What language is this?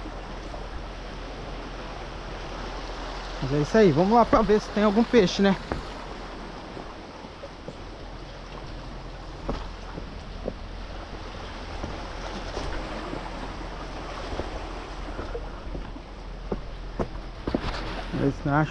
Portuguese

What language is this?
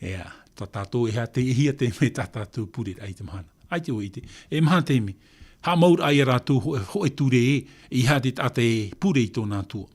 Tahitian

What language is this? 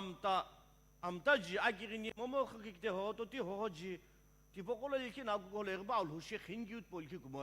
Sumi Naga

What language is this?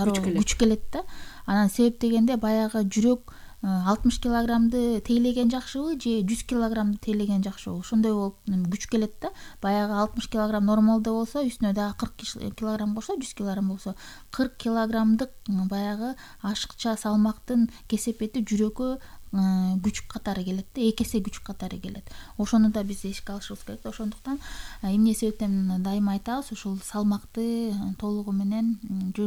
Kyrgyz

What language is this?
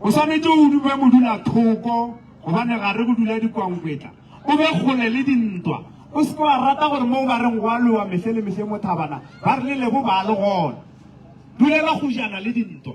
Northern Sotho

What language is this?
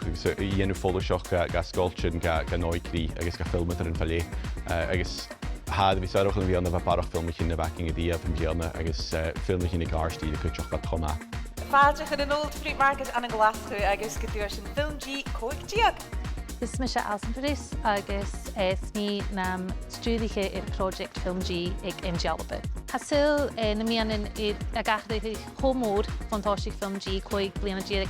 Scottish Gaelic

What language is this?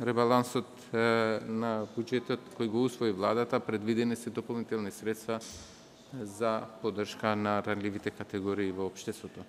Macedonian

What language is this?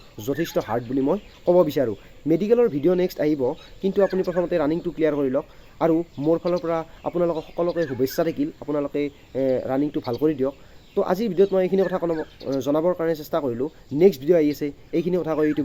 Assamese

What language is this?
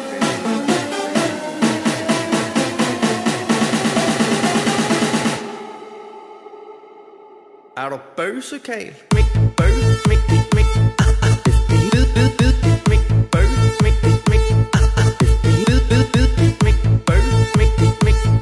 Danish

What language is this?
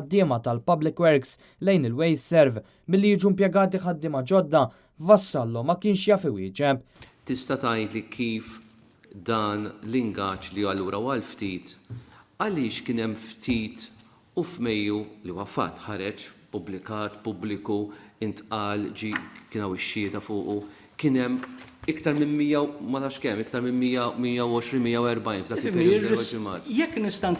Maltese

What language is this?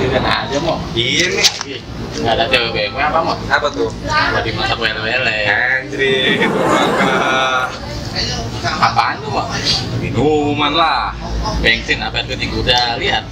Betawi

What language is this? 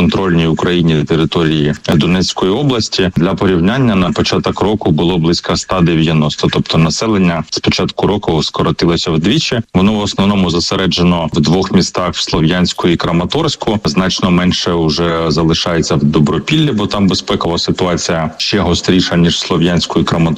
Ukrainian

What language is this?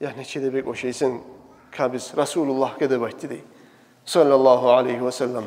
Kumyk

